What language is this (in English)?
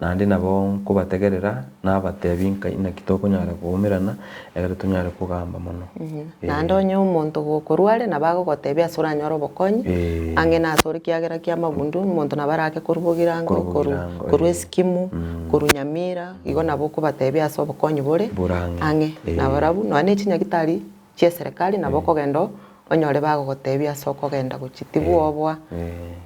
Gusii